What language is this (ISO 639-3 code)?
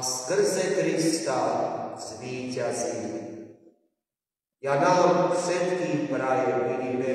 slk